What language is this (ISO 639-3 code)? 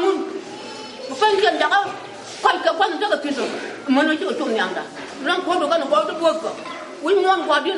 nus